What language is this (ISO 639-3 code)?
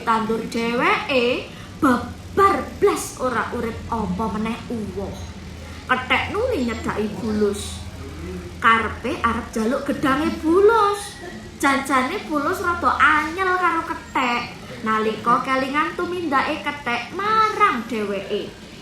jav